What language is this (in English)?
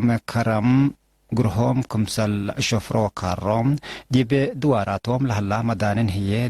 Tigre